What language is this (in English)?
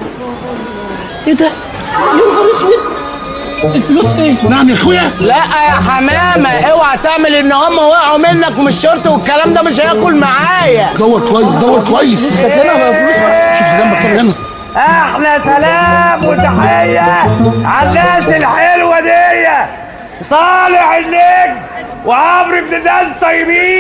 Egyptian Arabic